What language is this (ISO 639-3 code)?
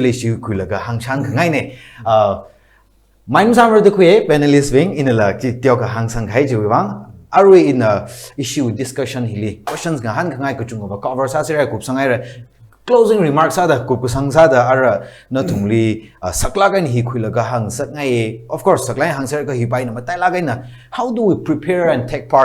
nmf